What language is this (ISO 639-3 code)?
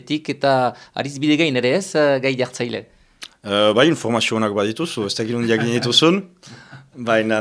eus